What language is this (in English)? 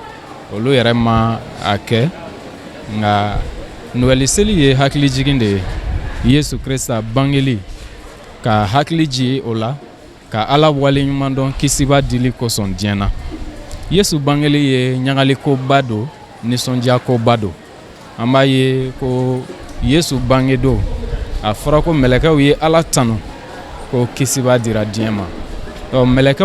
Bambara